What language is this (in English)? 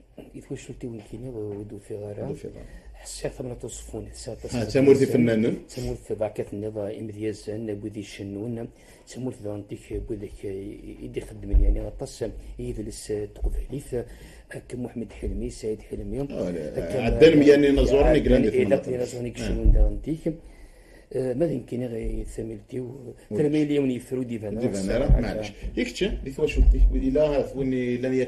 Kabyle